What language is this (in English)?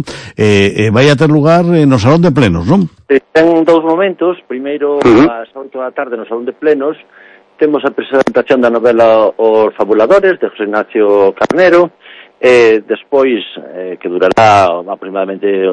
Galician